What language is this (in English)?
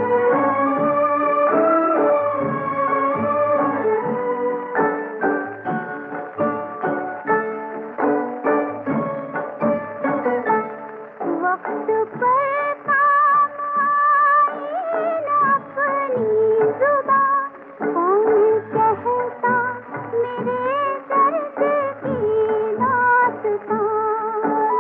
Hindi